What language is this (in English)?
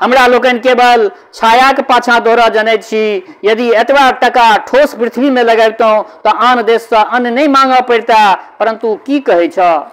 Maithili